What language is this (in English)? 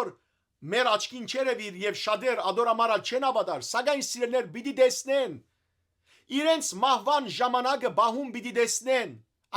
Western Armenian